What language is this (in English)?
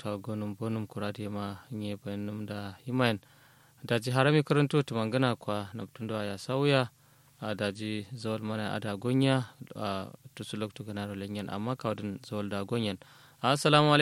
Kanuri